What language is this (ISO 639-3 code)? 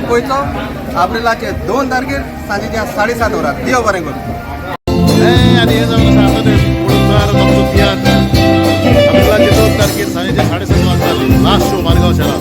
kok